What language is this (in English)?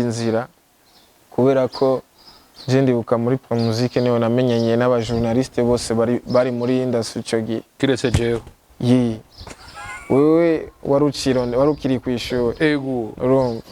Rundi